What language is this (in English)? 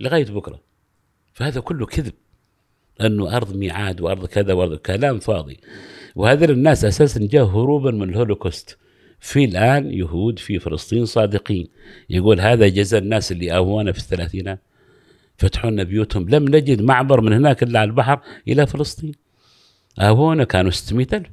Gulf Arabic